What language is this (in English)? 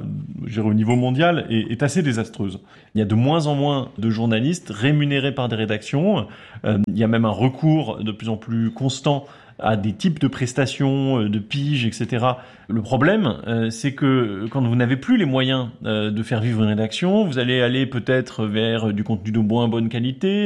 French